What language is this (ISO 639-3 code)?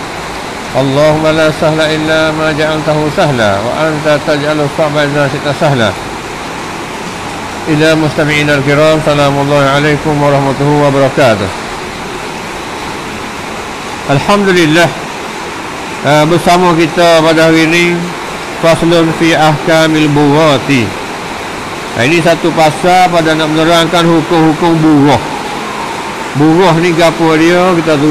msa